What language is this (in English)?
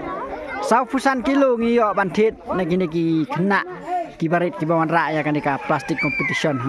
Khasi